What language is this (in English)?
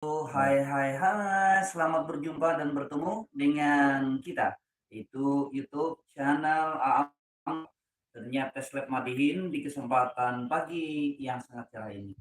Banjar